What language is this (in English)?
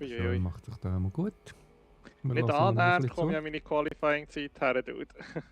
Swiss German